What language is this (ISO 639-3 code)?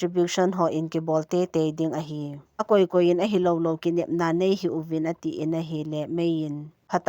tcz